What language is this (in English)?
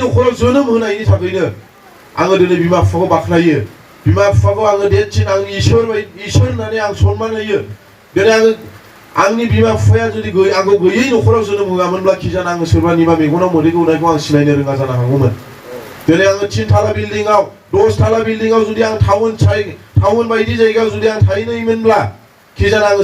Bodo